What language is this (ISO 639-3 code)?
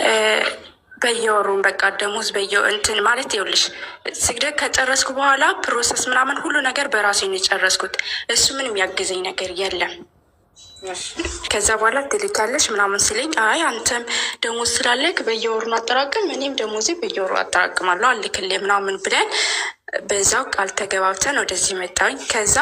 amh